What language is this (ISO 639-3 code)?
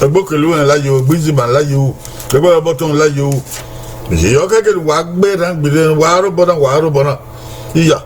bin